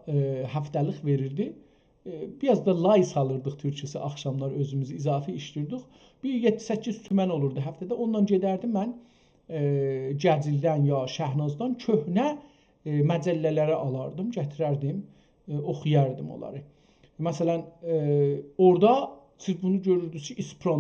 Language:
South Azerbaijani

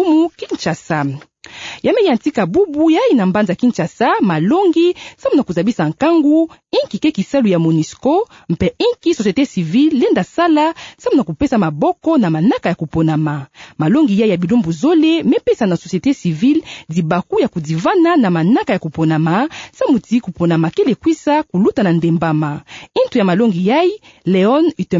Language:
Kituba (Democratic Republic of Congo)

